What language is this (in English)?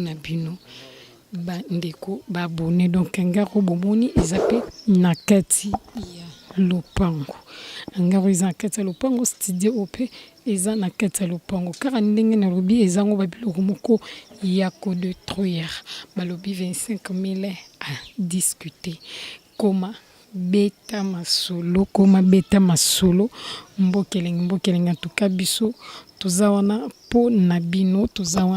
Lingala